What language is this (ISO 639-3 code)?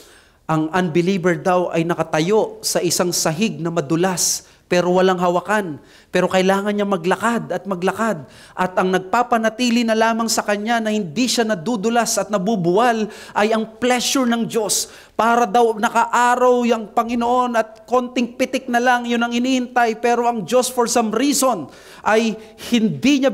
fil